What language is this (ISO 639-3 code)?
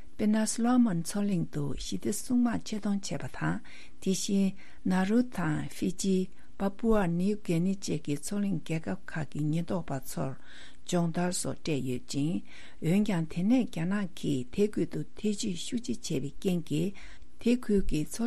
bod